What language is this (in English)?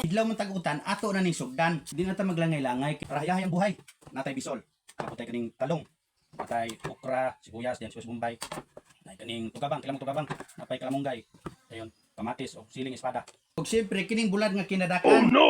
Cebuano